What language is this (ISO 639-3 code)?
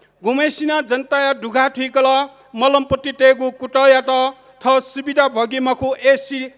new